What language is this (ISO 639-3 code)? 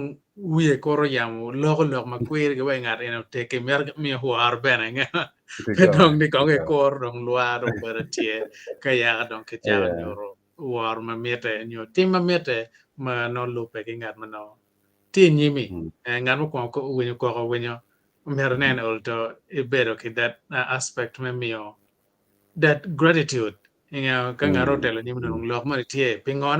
ach